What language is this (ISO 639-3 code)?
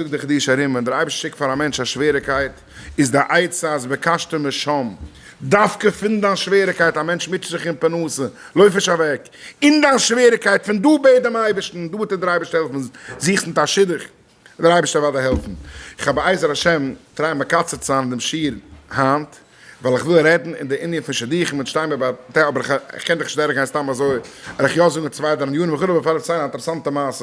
yid